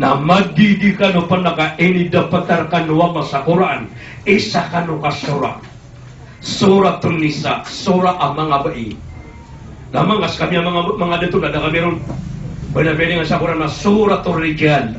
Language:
Maranao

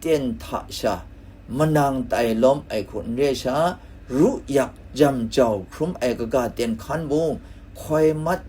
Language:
Kachin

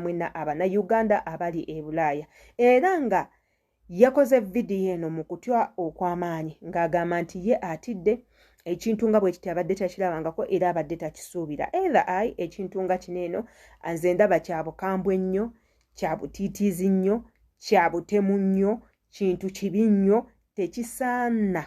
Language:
Ganda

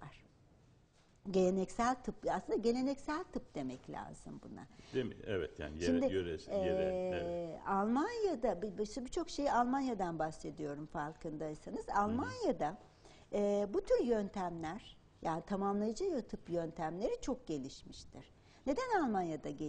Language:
Turkish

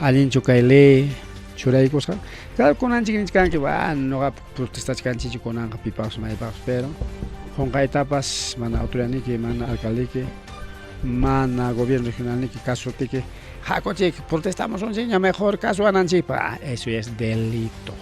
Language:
Ayacucho Quechua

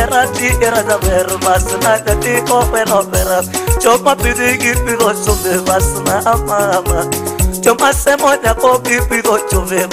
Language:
Luo (Kenya and Tanzania)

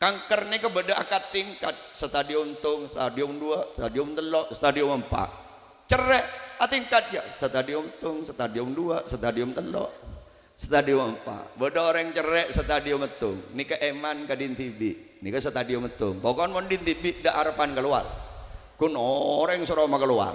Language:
Madurese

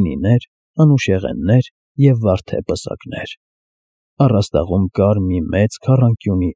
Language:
Armenian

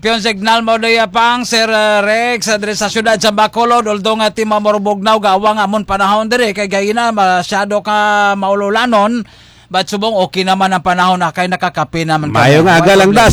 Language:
Hiligaynon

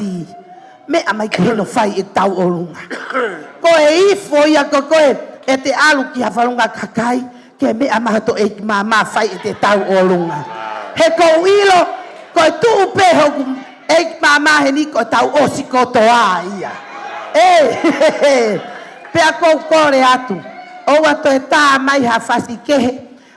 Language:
Tongan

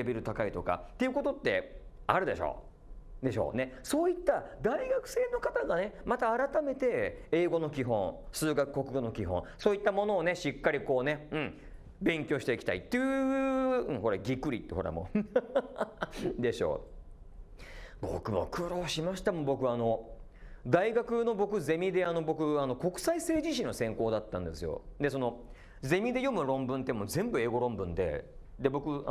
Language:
Japanese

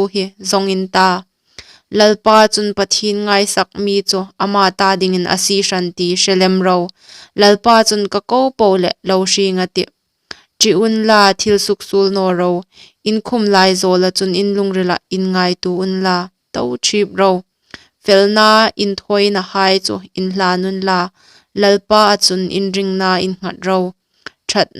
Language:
Hmar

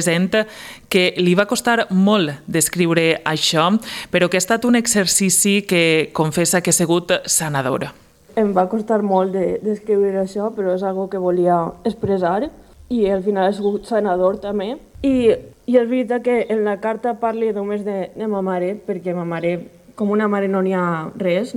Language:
Catalan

